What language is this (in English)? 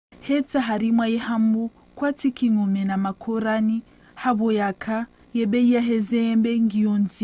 Ngazidja Comorian